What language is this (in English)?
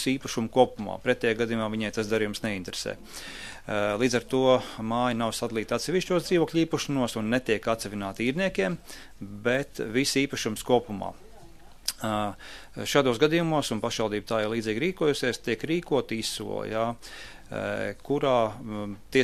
Latvian